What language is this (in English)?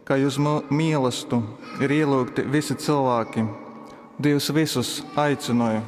Latgalian